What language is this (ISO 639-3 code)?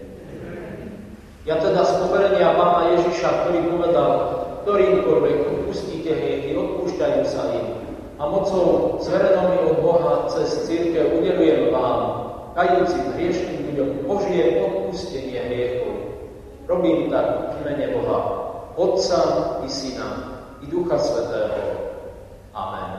slk